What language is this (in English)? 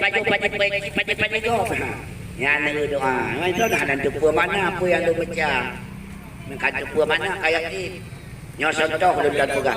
Achinese